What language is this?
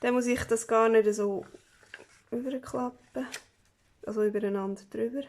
Swiss German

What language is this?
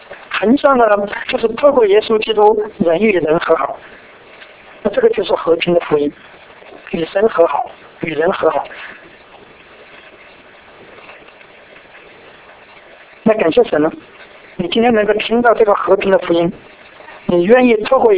Chinese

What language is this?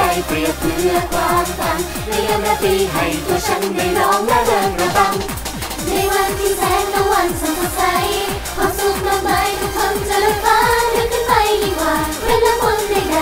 Thai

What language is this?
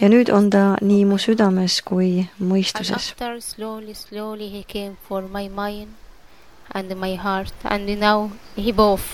Estonian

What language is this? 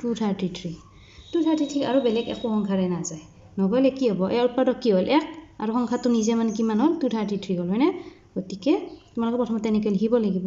Assamese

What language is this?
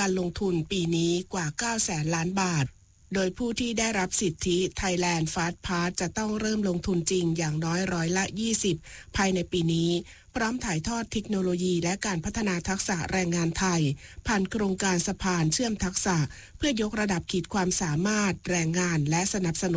Thai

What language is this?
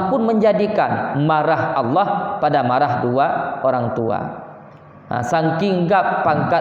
Achinese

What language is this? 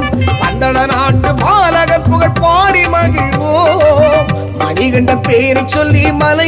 Tamil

